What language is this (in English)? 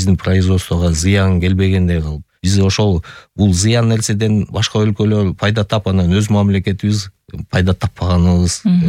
Kyrgyz